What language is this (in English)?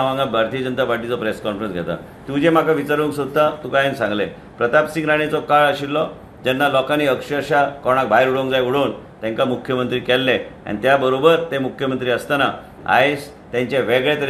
Konkani